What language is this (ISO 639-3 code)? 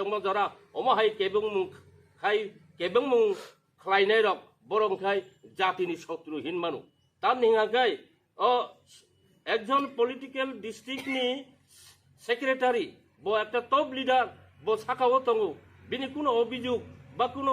ria